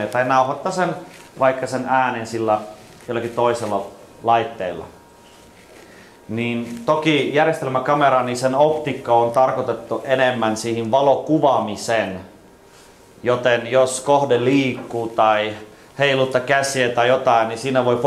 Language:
Finnish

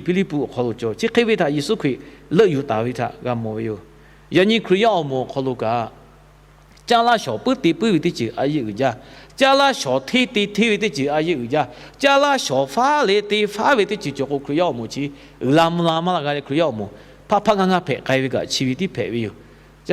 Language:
Lahu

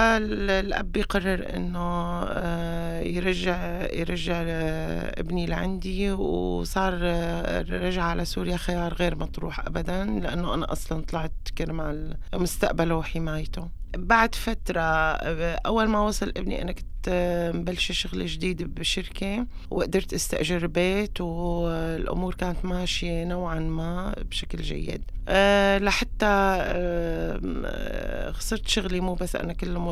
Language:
North Levantine Arabic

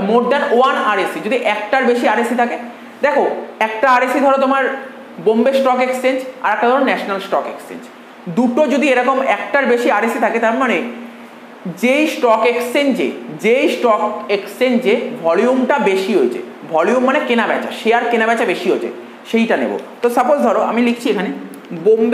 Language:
Bangla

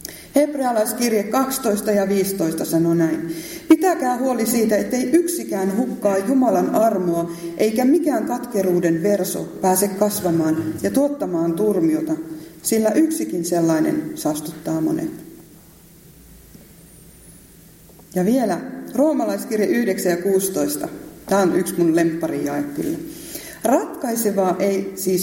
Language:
Finnish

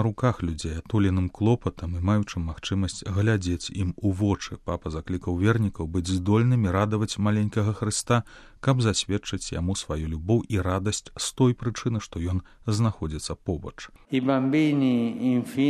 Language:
Belarusian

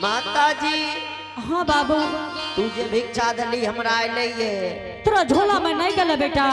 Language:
Angika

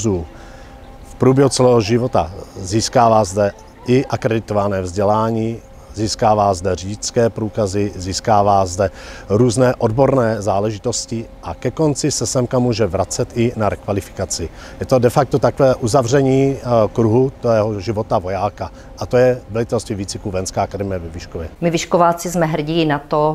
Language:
Czech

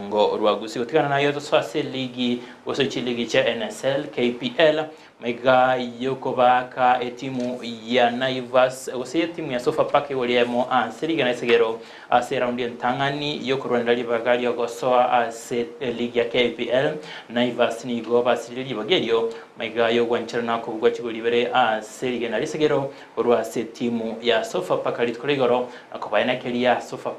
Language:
Gusii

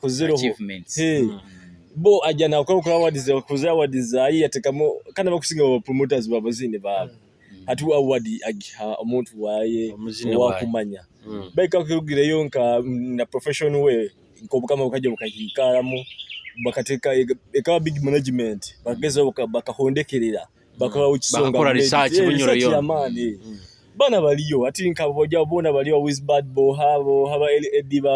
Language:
Nyoro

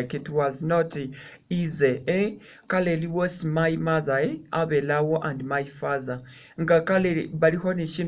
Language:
Masaaba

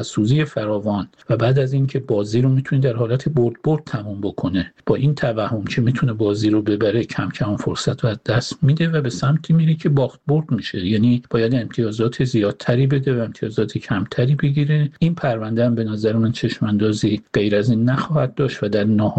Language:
Persian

